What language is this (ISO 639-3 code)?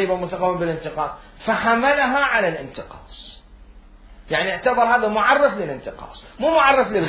acm